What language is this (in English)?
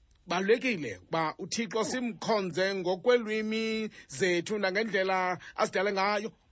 Xhosa